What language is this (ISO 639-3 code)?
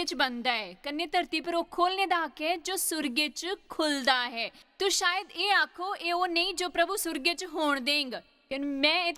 doi